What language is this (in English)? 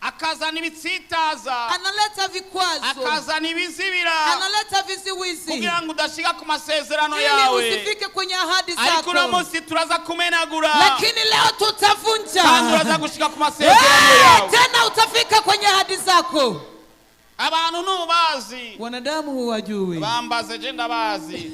Rundi